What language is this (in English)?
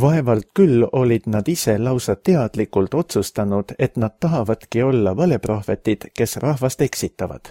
Estonian